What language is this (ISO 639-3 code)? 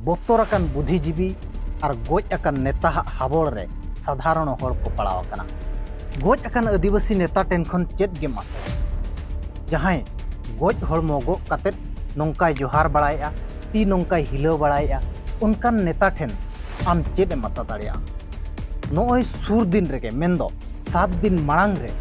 sat